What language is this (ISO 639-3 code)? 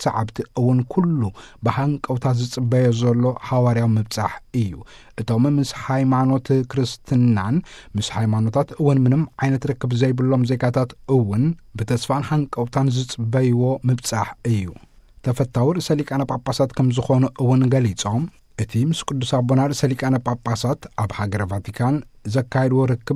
tir